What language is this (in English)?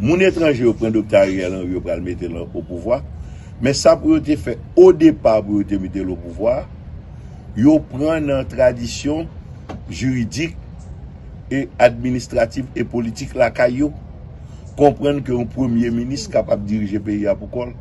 Haitian Creole